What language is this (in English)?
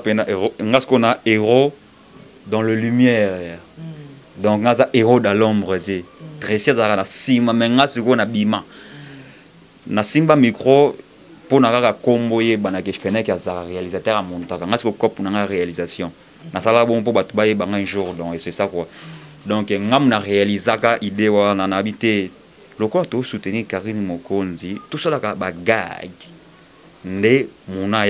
Lingala